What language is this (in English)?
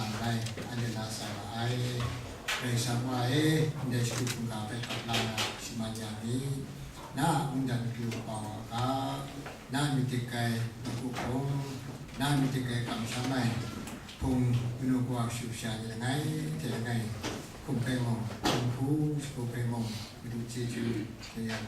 Kachin